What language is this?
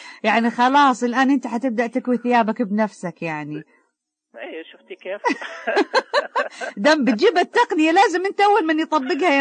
Najdi Arabic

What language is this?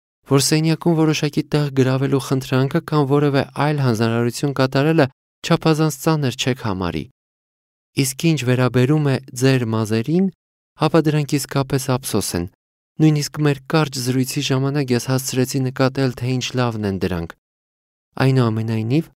Armenian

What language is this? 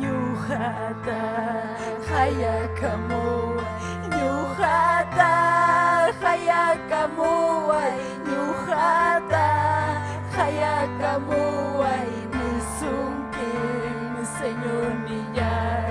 Ayacucho Quechua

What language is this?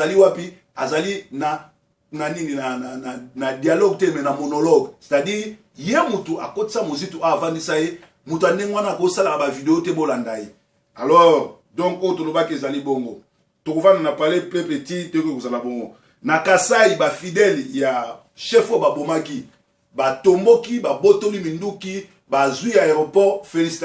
Lingala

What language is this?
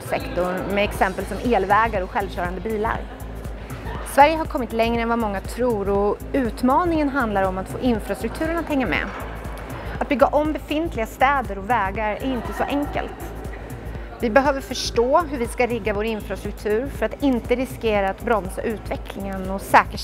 Swedish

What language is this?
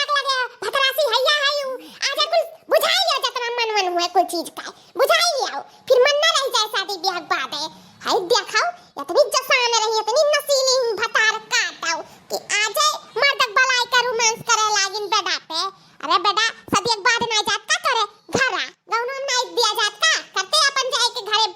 Awadhi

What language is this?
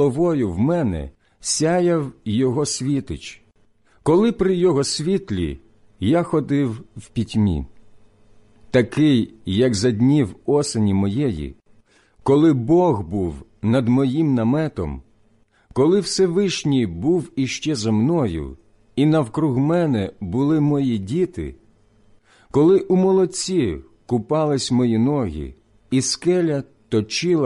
Ukrainian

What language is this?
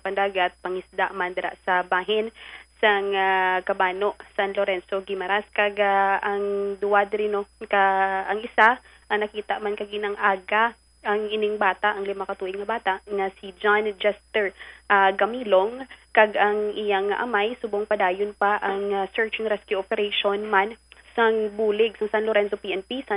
Hiligaynon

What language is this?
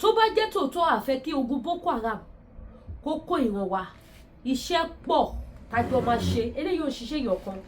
Yoruba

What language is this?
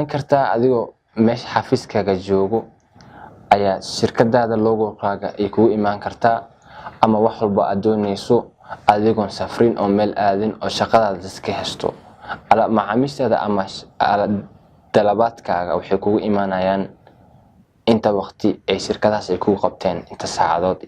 Somali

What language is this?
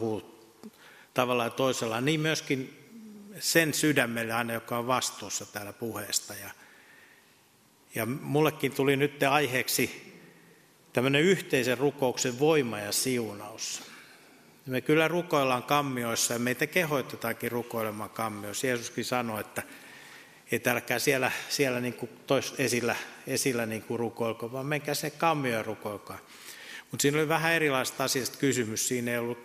Finnish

